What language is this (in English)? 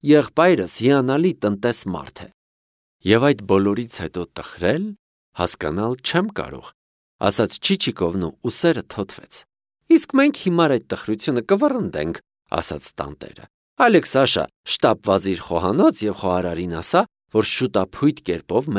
Armenian